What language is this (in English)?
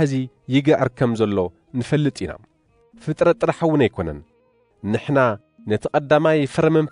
Tigrinya